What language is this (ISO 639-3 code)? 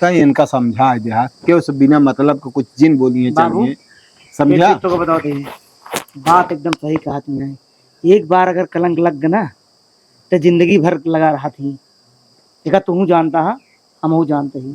awa